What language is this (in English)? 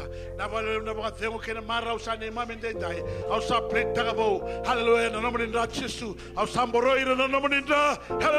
Fijian